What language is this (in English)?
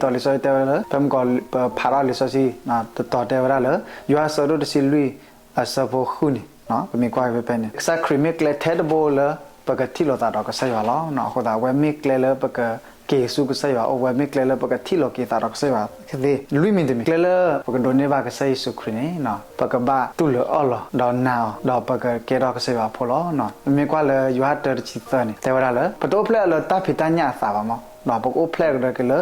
S'gaw Karen